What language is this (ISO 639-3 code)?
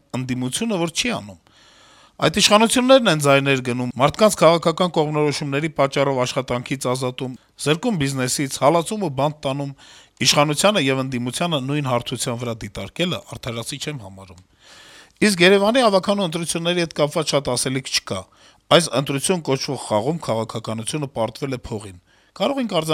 hye